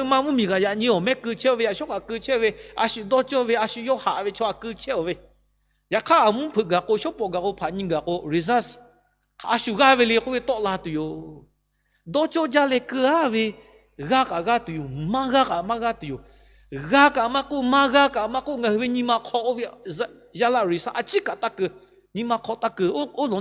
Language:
Lahu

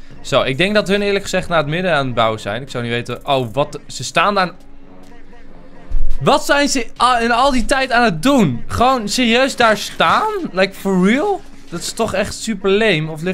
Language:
Dutch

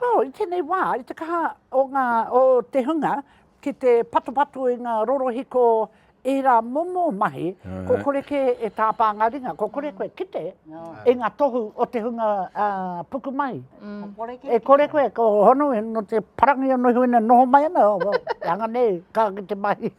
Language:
Māori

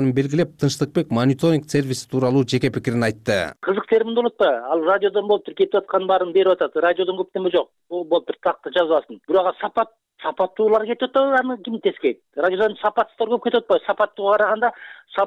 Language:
Kyrgyz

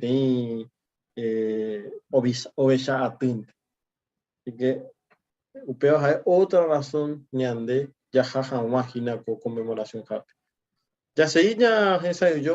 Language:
Guarani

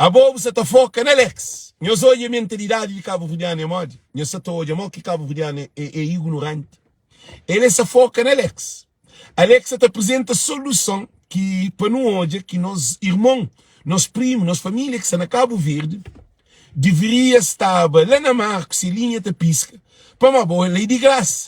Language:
Kabuverdianu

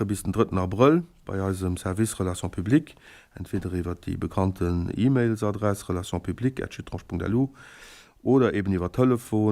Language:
Luxembourgish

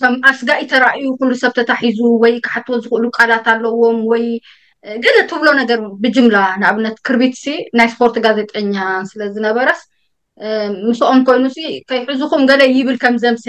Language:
Tigrinya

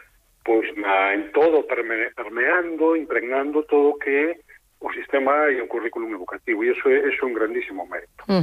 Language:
Galician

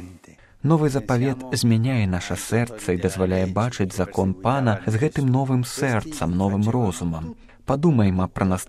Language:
Belarusian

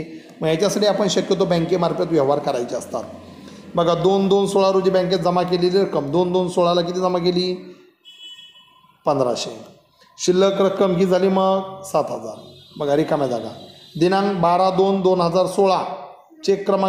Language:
Marathi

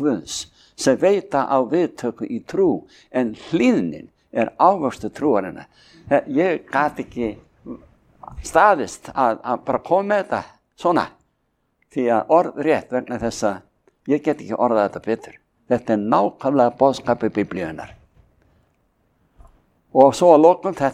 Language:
Icelandic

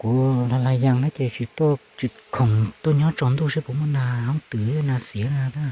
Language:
Hmong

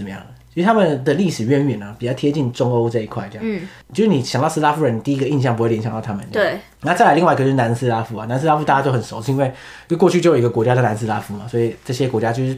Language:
Chinese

